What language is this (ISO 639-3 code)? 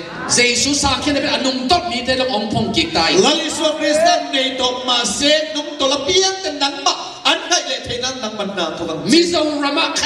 ctd